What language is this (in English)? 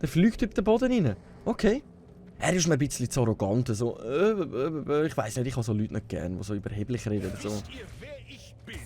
Swiss German